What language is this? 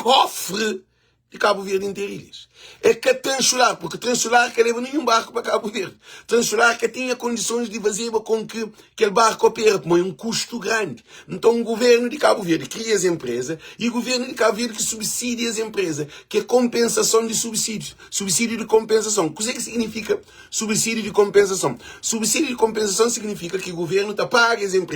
Kabuverdianu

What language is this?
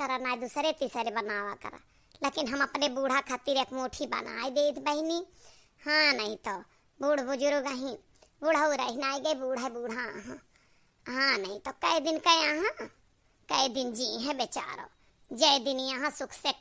Awadhi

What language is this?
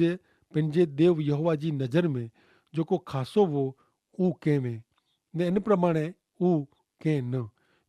Kachhi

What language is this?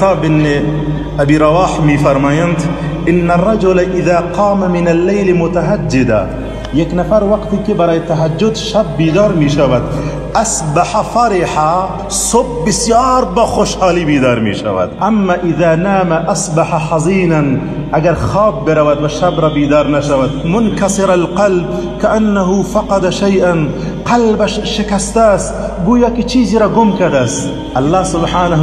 Persian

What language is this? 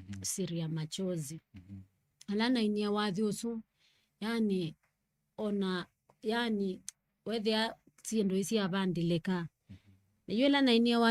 Kamba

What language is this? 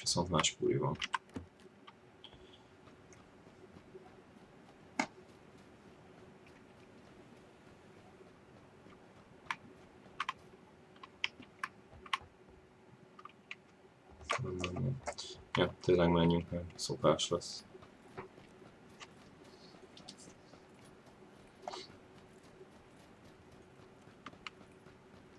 Hungarian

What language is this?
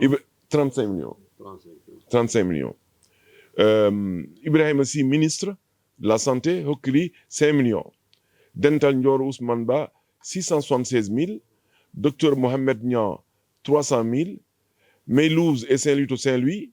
Fula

